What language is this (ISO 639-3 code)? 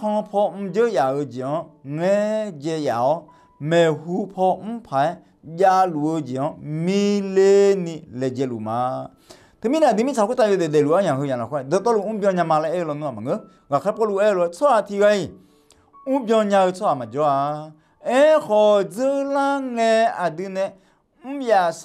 ahk